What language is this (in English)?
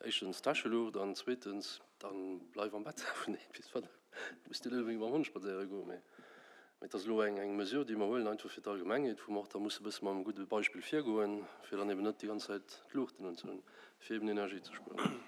Luxembourgish